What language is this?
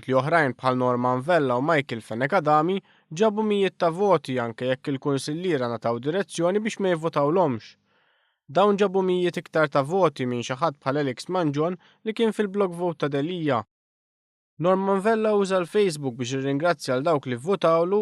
Maltese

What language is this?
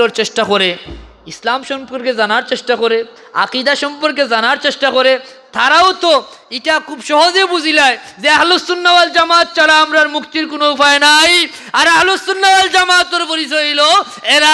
Sylheti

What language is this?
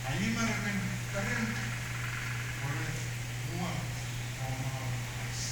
Pohnpeian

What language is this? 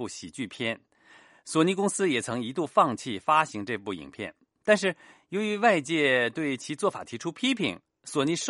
Chinese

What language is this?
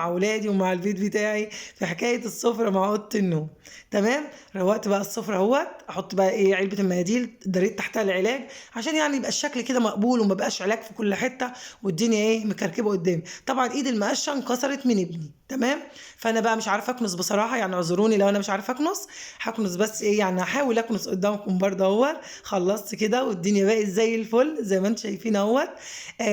Egyptian Arabic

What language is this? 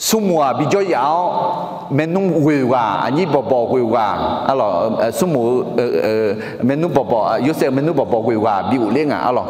Akha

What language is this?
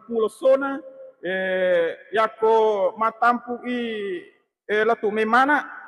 Buginese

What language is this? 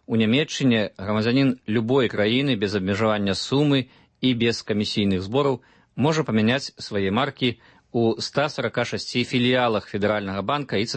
Belarusian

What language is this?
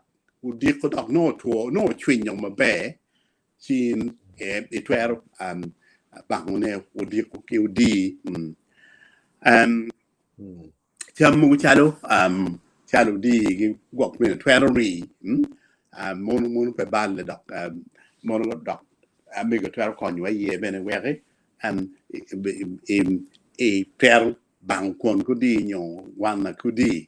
Acoli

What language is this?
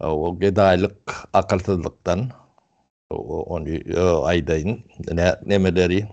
Turkmen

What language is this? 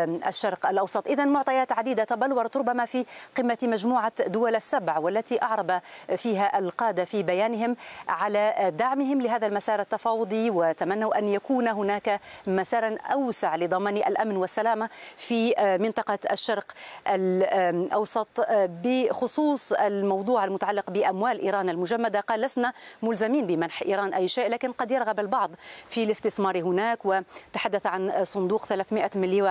Arabic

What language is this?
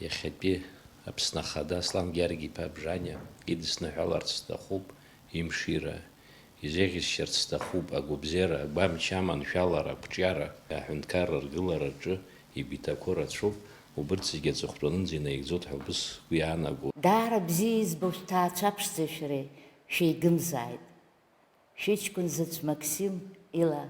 Abkhazian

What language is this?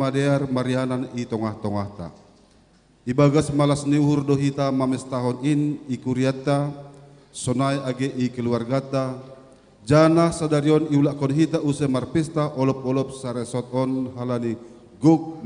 Batak Simalungun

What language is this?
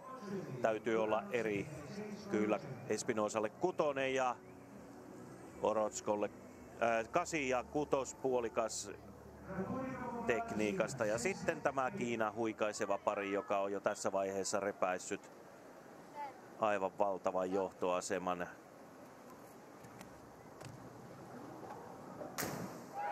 Finnish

